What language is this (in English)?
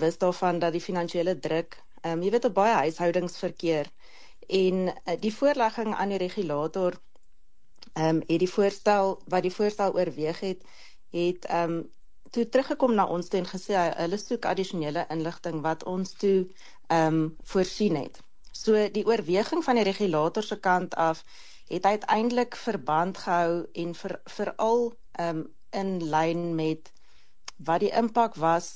Afrikaans